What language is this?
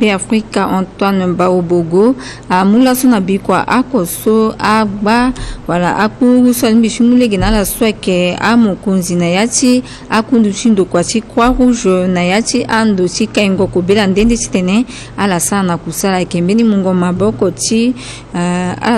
Sango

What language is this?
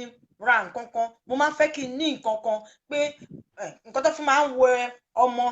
Yoruba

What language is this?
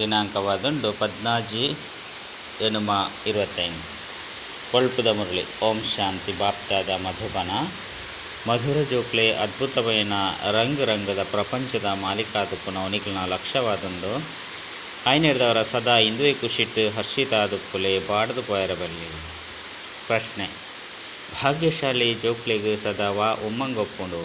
Tulu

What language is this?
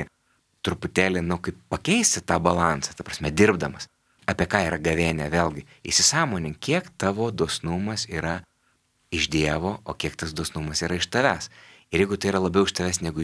Lithuanian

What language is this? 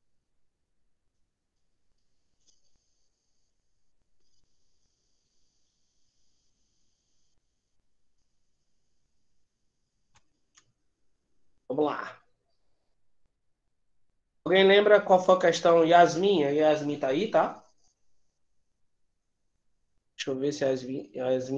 Portuguese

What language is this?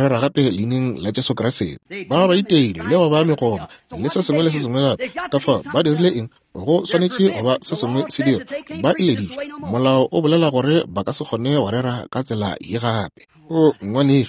Northern Sotho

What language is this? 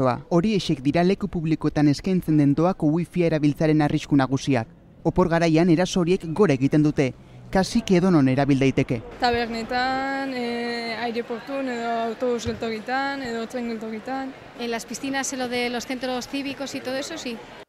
Basque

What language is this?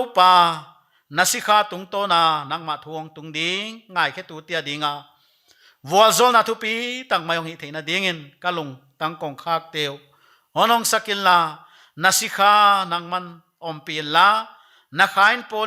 Paite Chin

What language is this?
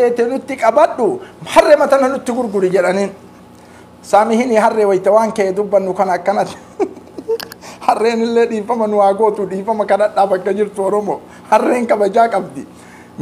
Oromo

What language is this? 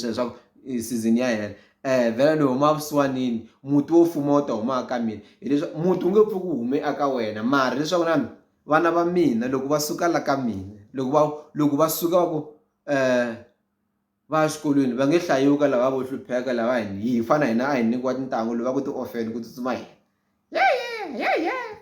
Tsonga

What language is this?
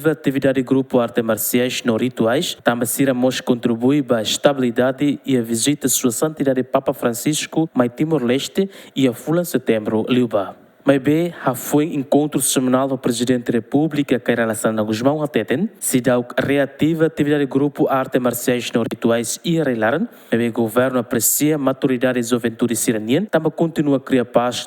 Tetum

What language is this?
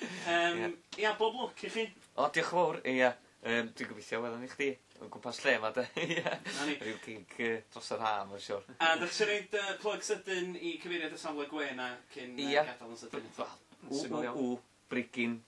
Welsh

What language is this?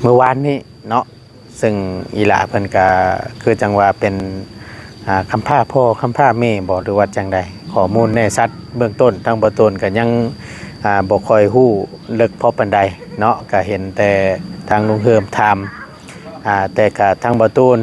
Lao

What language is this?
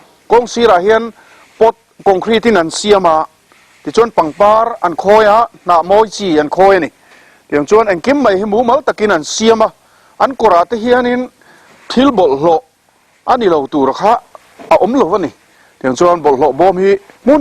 Mizo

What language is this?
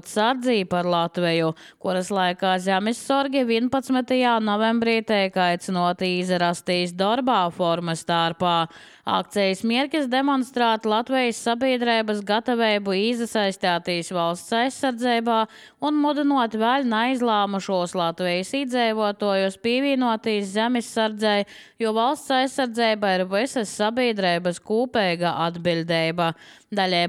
Latvian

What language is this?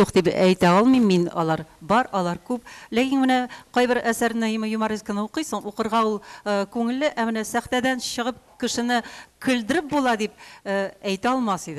Tatar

